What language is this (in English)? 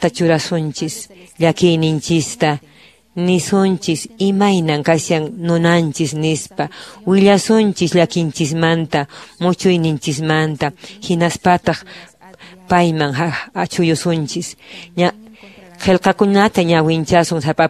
Quechua